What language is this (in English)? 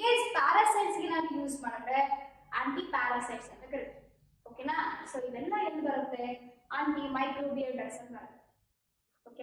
Kannada